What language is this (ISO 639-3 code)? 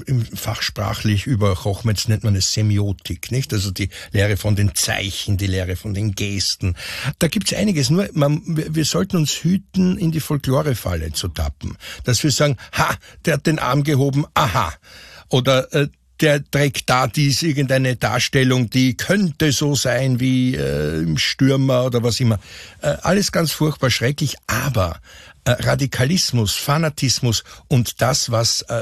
deu